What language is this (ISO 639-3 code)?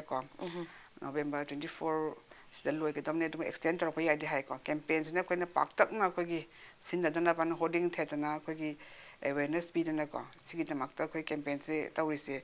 mni